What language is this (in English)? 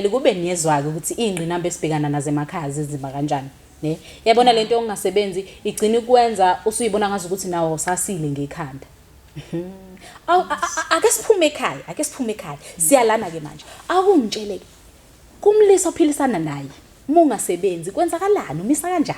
Zulu